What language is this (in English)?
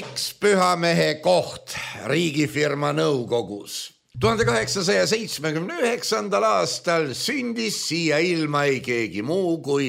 Estonian